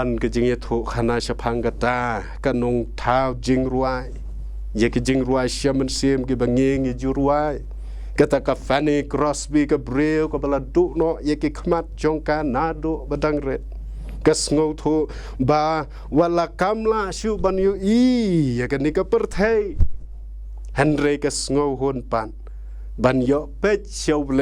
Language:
Khasi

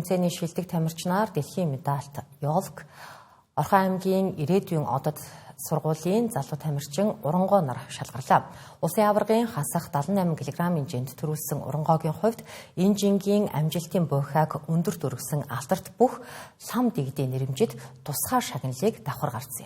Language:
Mongolian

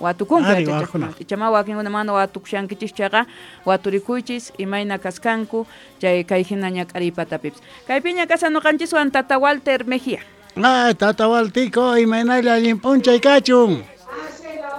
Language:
South Bolivian Quechua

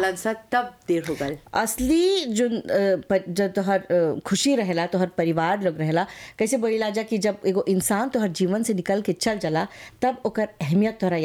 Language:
Bhojpuri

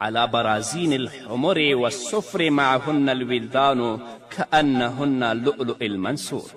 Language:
Pashto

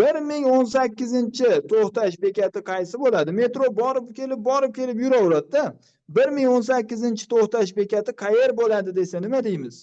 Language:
Uzbek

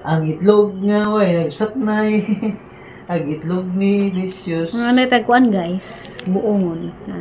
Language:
Cebuano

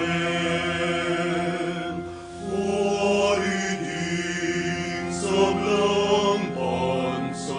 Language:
Pampanga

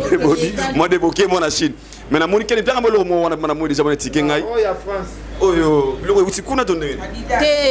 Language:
Lingala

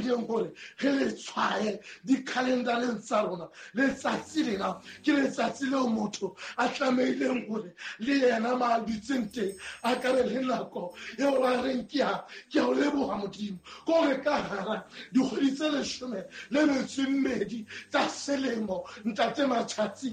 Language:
Southern Sotho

